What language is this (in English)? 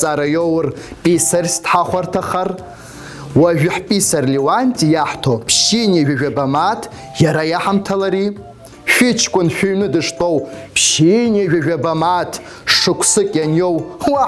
Abkhazian